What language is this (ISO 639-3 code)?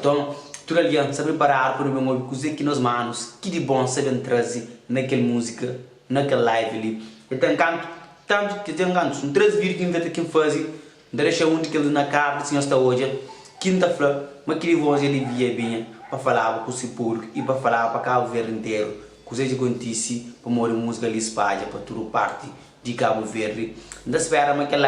kea